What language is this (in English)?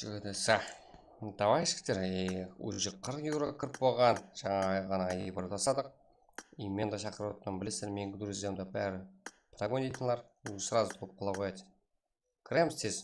Kara-Kalpak